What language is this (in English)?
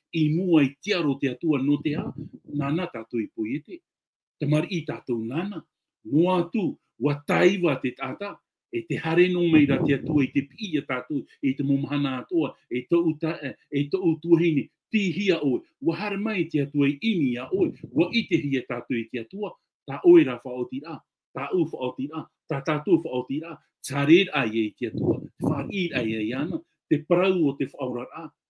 Tahitian